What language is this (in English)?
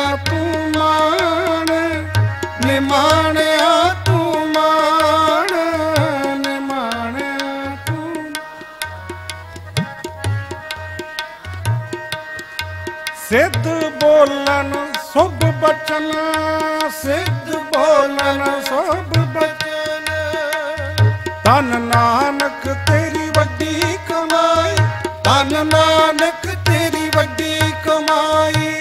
Punjabi